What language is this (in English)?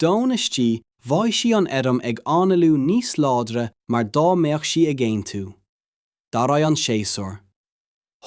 Irish